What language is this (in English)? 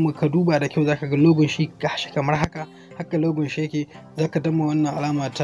Hausa